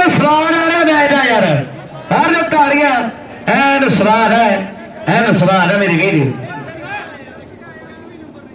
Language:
Punjabi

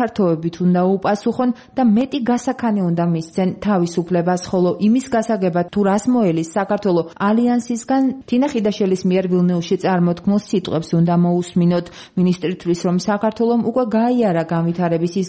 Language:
Georgian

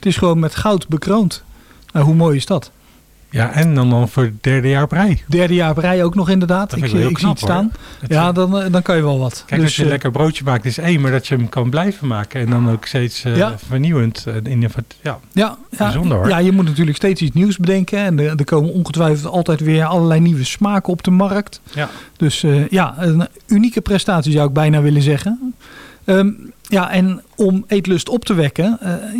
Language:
Dutch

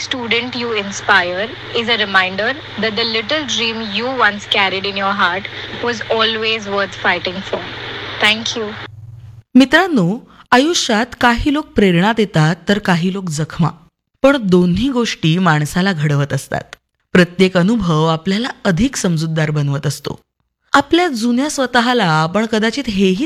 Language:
Marathi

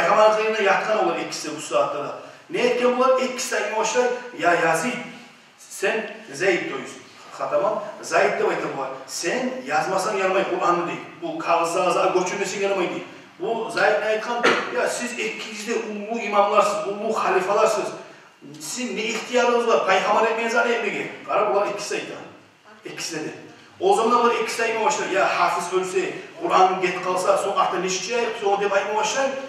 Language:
Kumyk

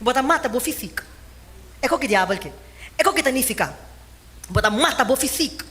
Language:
Papiamento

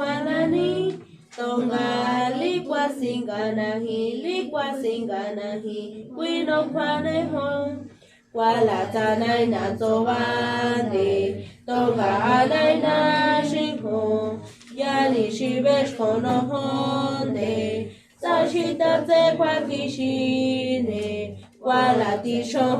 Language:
San Jerónimo Tecóatl Mazatec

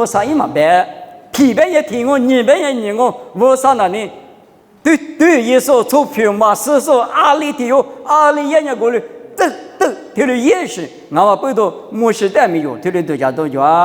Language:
Lisu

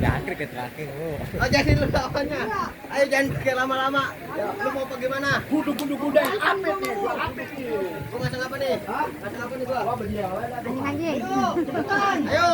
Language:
Betawi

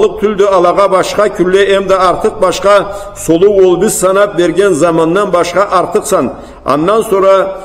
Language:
Karachay-Balkar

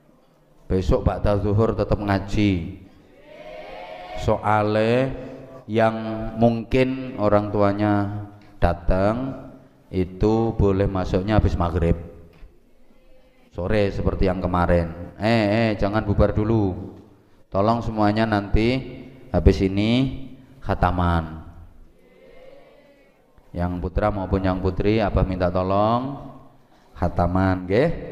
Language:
Indonesian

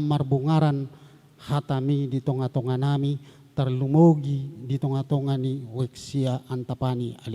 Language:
Batak Toba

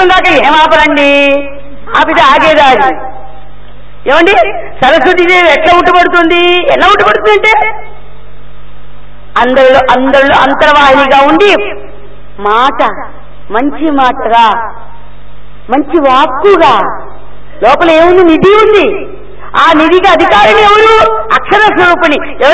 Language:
Telugu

